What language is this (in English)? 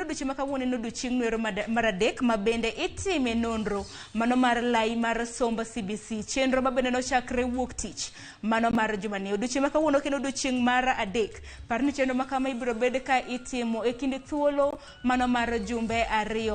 Luo (Kenya and Tanzania)